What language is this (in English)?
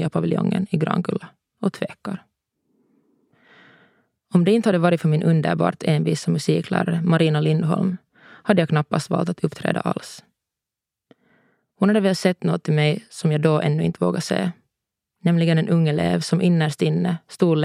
Swedish